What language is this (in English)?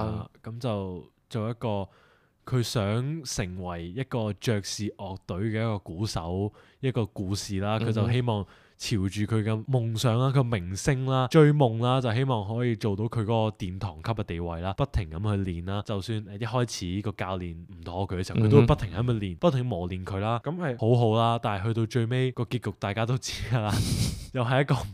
Cantonese